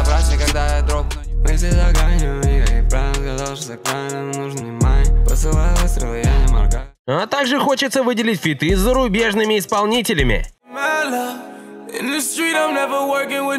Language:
Russian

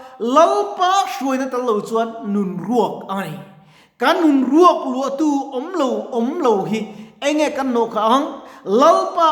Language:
Mizo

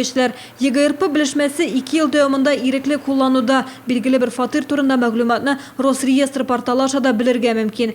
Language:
Tatar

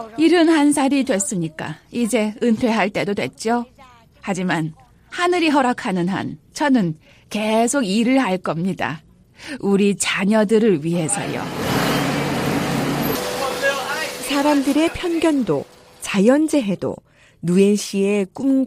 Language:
Korean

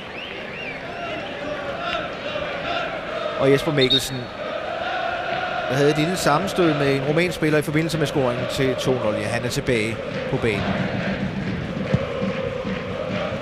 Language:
Danish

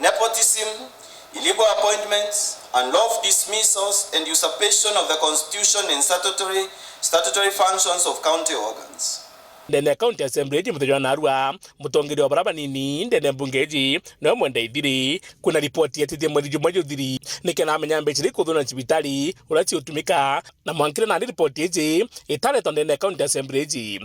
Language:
Meru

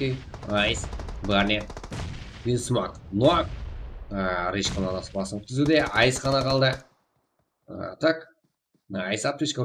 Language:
Kara-Kalpak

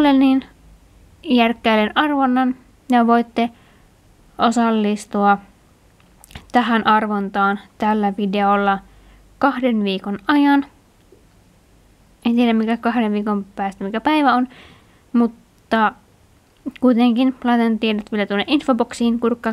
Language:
Finnish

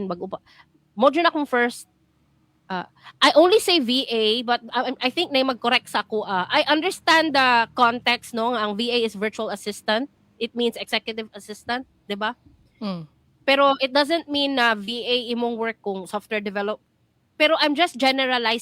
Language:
Cebuano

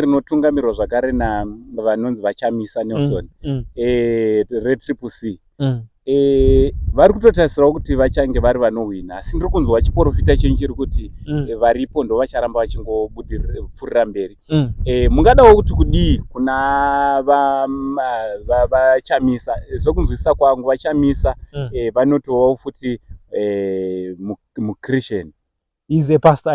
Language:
Shona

